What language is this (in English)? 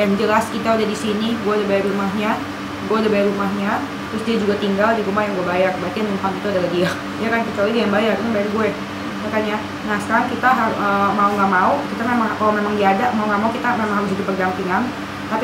Indonesian